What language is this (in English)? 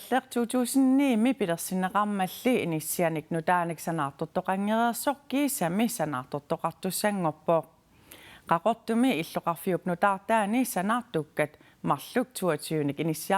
Kalaallisut